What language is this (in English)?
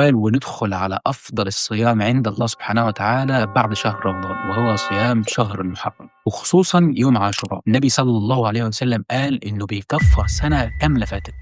Egyptian Arabic